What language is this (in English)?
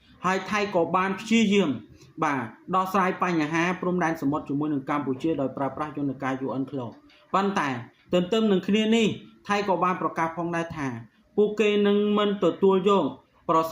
Khmer